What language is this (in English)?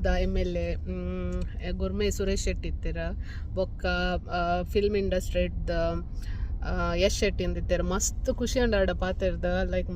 Tulu